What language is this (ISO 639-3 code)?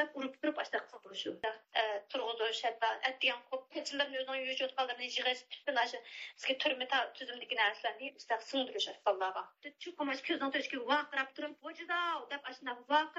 uig